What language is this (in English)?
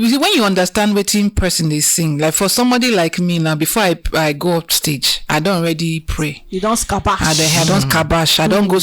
Nigerian Pidgin